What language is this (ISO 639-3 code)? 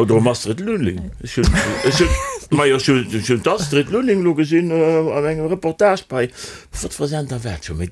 ltz